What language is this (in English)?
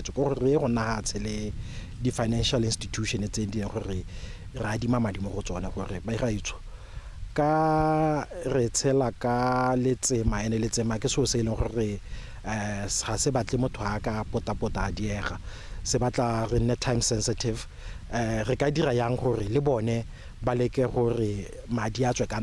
Tswana